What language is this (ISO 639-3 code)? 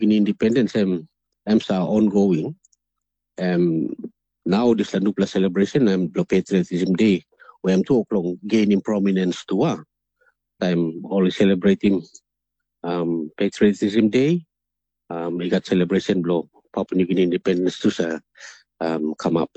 tpi